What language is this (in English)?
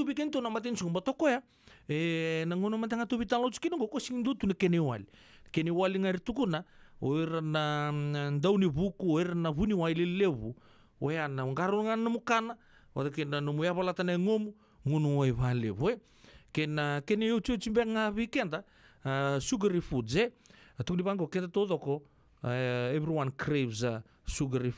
Fijian